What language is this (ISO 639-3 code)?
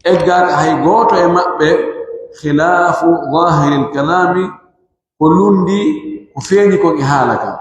fuf